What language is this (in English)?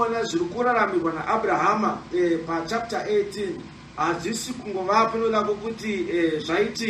Shona